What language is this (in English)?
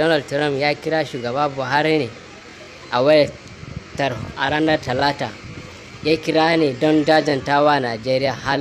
Hausa